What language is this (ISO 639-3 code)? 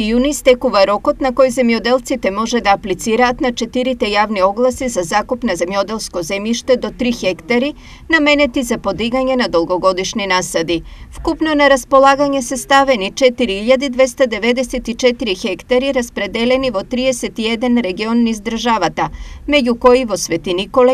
mkd